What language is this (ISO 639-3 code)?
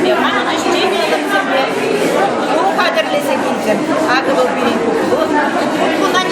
chv